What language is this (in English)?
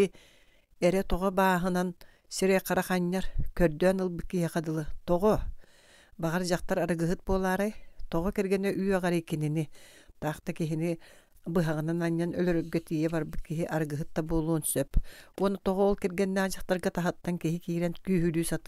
Yakut